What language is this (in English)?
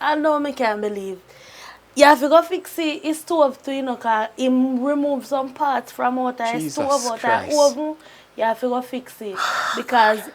Jamaican Creole English